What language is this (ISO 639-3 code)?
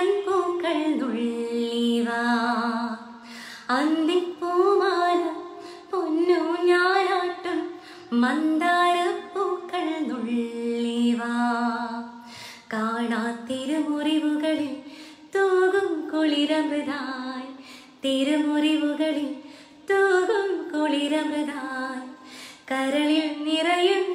mal